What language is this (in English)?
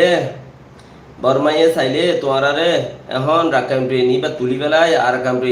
Rohingya